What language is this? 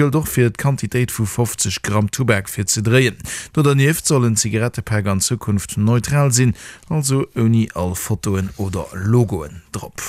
Luxembourgish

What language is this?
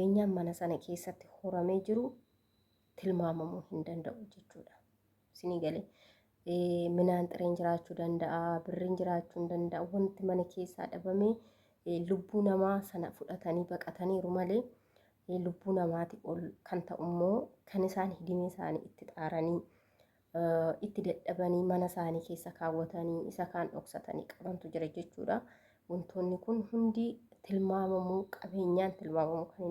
Oromo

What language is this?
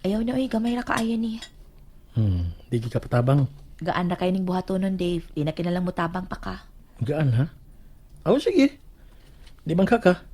Cebuano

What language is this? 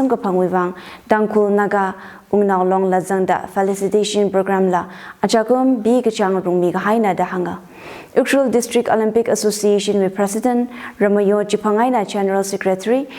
Tangkhul Naga (India)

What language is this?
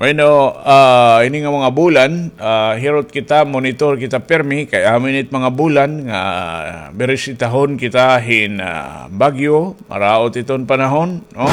Waray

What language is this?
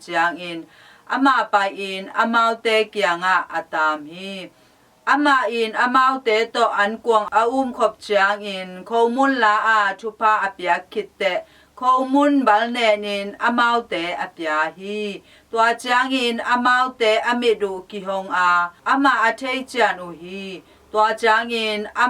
Tedim Chin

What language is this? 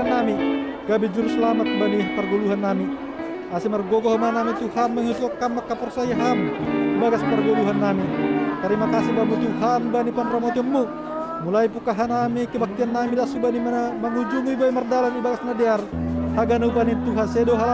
Batak Simalungun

